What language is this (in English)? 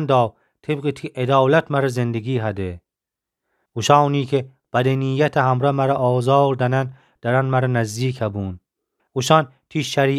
Gilaki